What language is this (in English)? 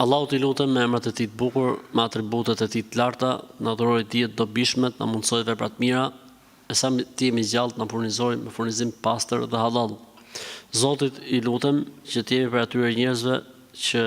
Albanian